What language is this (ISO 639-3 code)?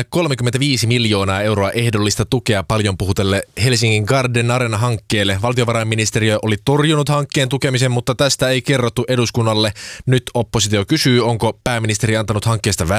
fin